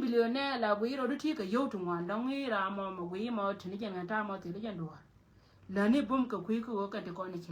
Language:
Nuer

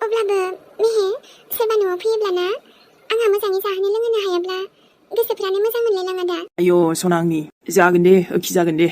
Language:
Bodo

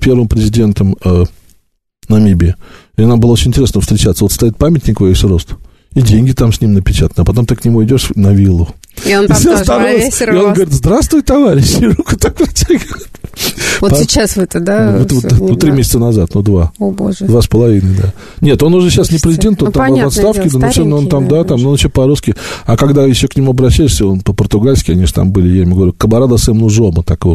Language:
Russian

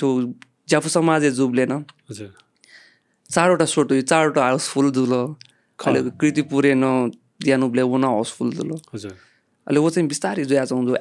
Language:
Newari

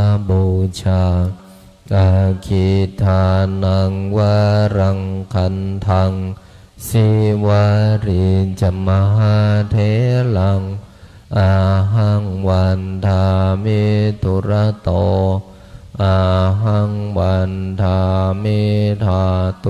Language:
Pali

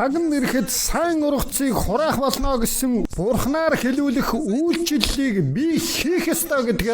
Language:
Mongolian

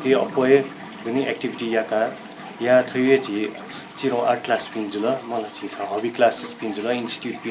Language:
Newari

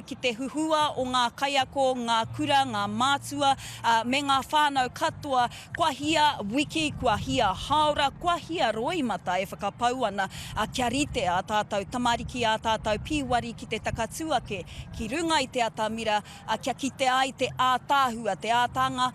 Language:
Māori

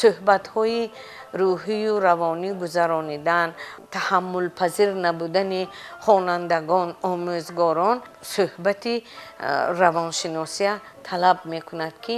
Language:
Tajik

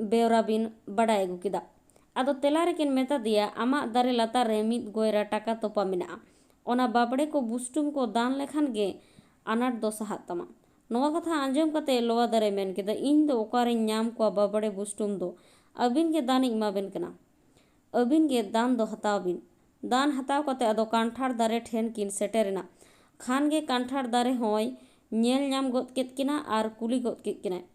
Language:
Santali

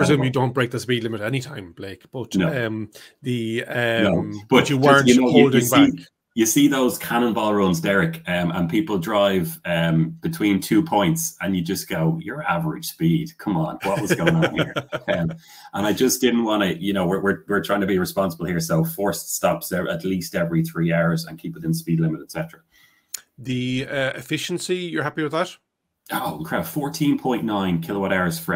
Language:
English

